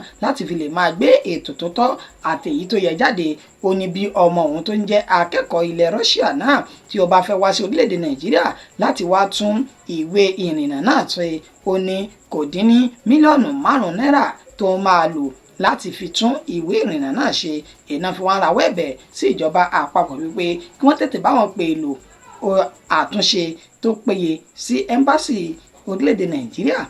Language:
Yoruba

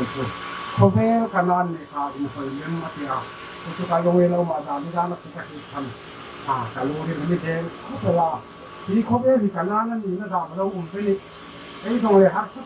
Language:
Hmar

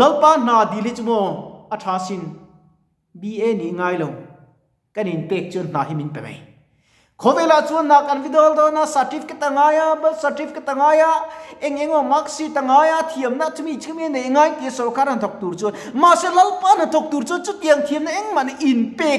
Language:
Mizo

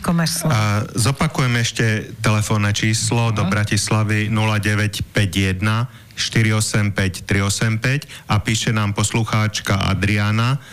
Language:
Slovak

